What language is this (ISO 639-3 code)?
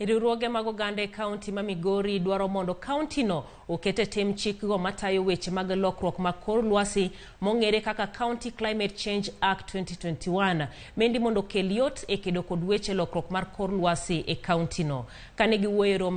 luo